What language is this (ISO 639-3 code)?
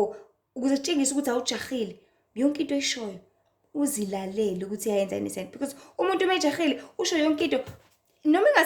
zul